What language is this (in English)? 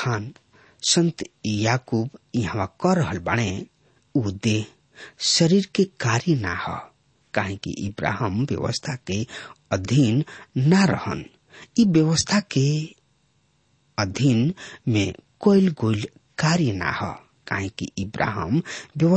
Bhojpuri